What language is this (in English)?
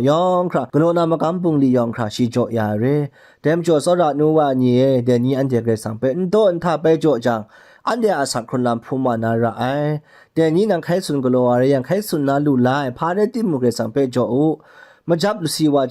Kachin